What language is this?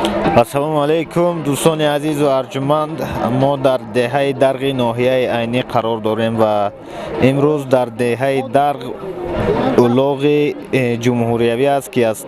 Tajik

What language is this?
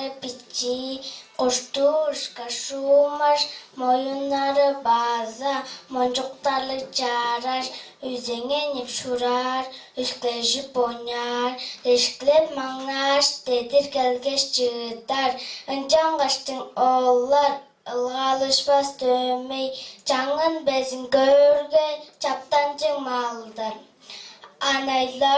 Tuvinian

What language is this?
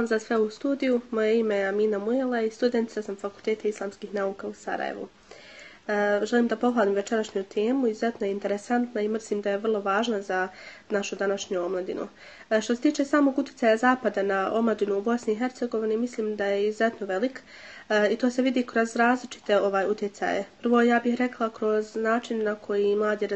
Bosnian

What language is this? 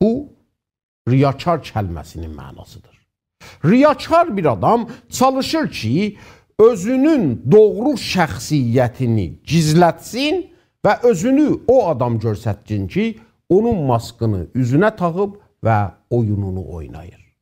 South Azerbaijani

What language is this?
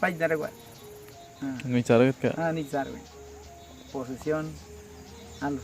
Awa-Cuaiquer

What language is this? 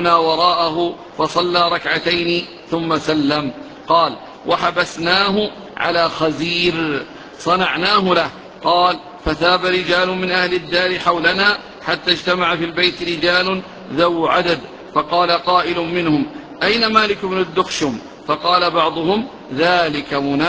Arabic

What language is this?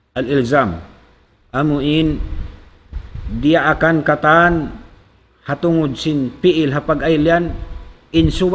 Tausug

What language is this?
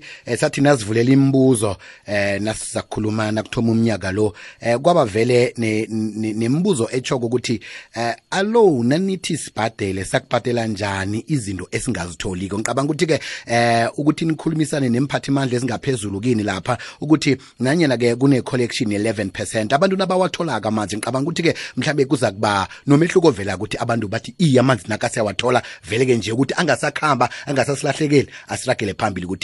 South Ndebele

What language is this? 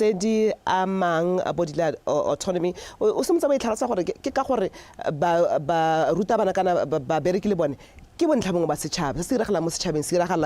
Tswana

